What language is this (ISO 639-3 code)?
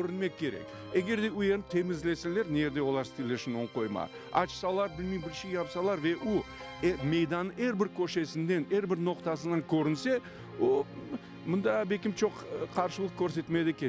crh